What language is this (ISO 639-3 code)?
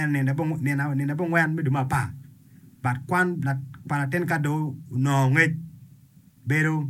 ach